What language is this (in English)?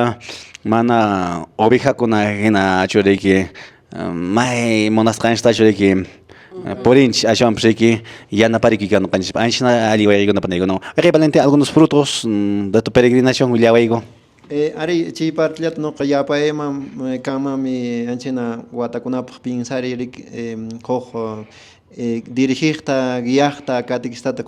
Quechua